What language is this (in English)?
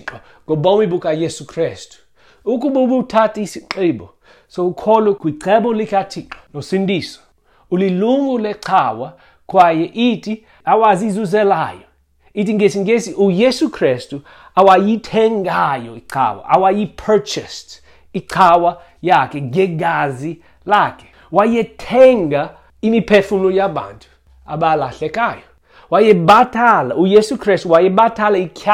Xhosa